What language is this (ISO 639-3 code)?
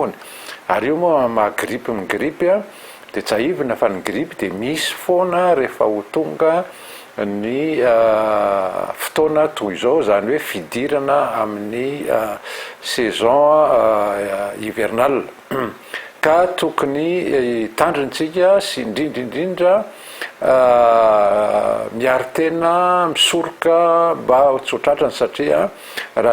mlg